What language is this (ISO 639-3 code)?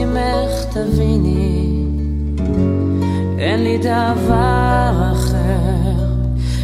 heb